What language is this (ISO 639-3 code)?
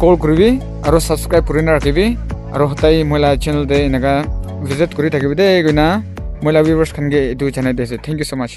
nag